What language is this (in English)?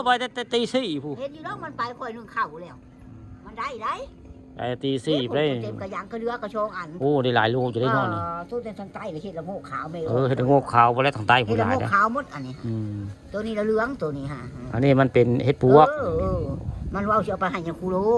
Lao